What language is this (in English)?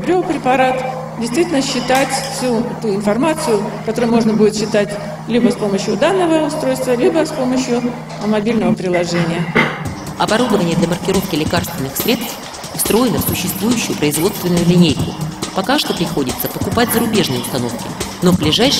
Russian